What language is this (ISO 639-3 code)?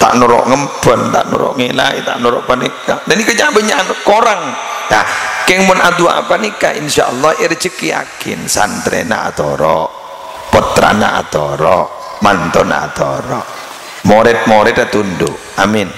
mad